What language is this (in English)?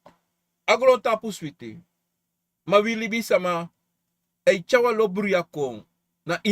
Sranan Tongo